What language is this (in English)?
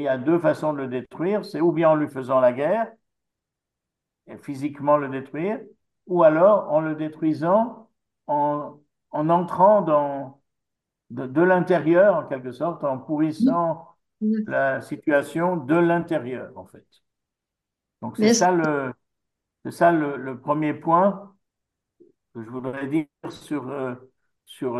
French